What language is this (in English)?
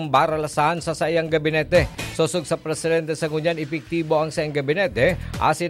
Bikol